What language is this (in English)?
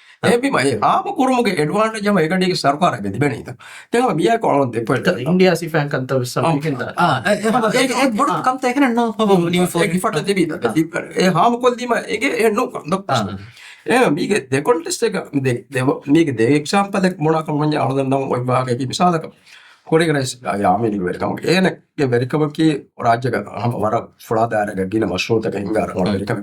Divehi